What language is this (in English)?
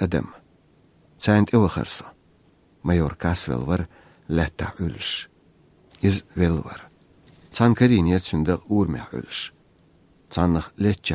Chechen